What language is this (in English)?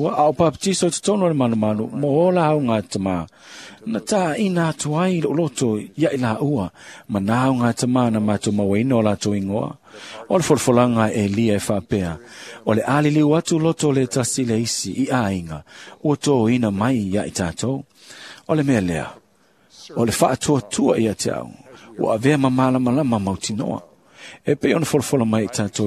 Samoan